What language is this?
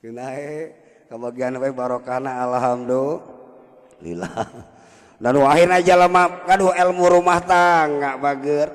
Sundanese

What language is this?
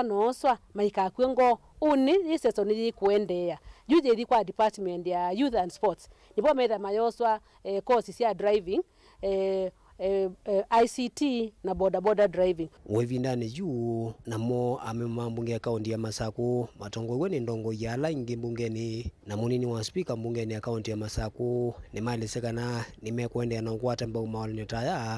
Kamba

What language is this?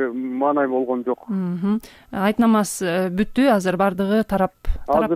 Kyrgyz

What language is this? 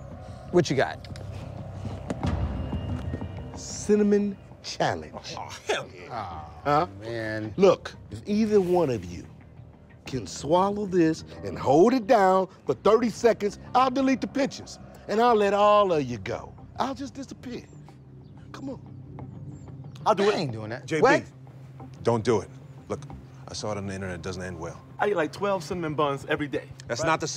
English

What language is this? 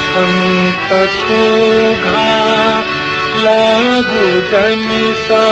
Newari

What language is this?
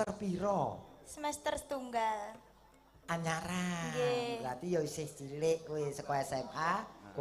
Javanese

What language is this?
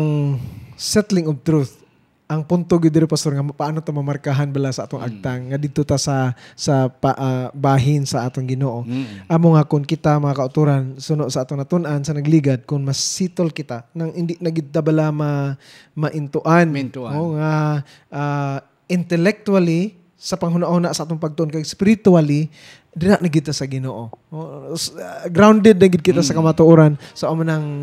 Hiligaynon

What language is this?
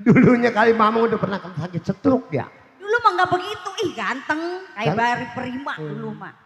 Betawi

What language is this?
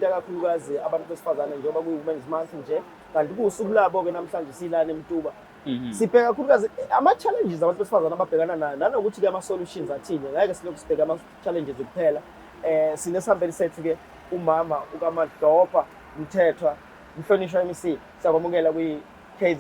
Zulu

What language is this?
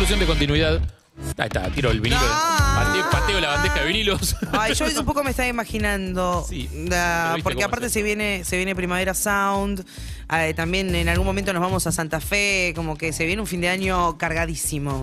Spanish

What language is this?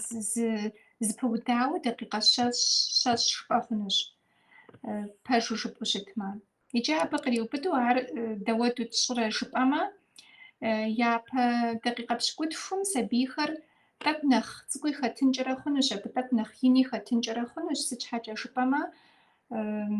Kabardian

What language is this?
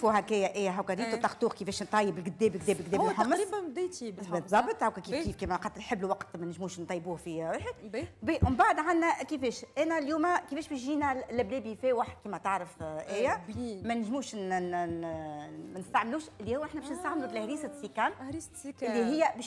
Tunisian Arabic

